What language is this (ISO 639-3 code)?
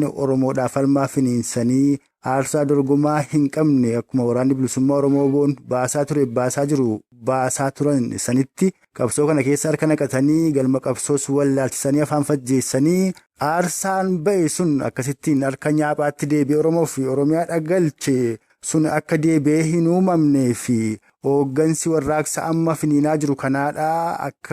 orm